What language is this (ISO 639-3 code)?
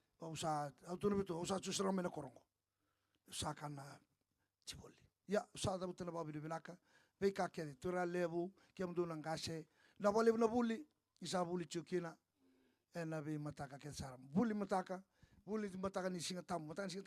fij